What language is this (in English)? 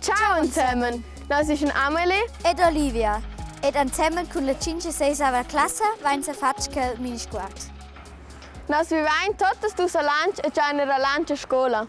Romansh